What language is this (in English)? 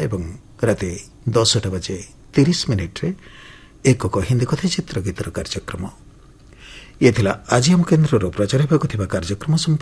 Odia